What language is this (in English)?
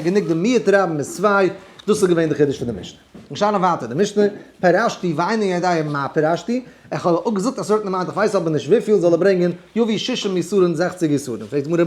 Yiddish